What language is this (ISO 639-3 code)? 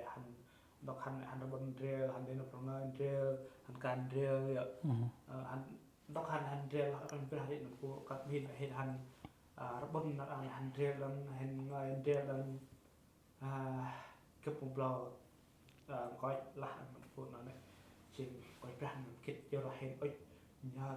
cmo